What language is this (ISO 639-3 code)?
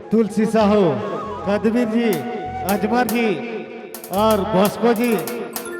sck